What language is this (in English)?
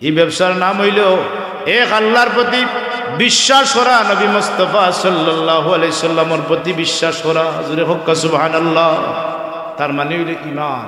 Sylheti